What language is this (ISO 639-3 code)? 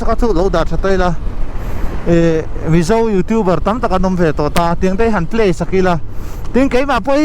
lus